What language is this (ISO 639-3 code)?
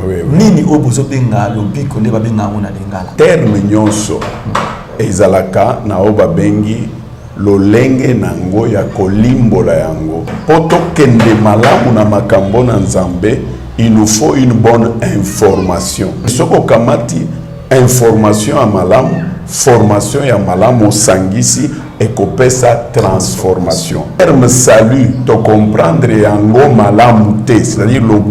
lin